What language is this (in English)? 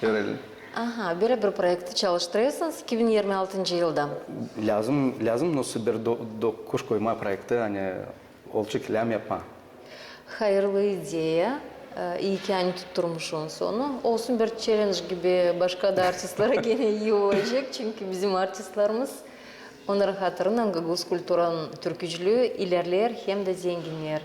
Gagauz